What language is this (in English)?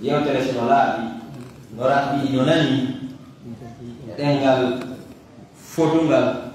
Fula